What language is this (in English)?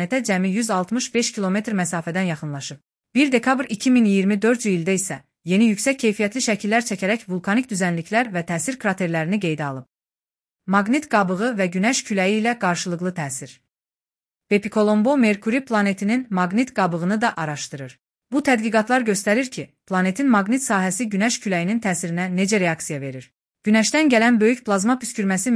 Azerbaijani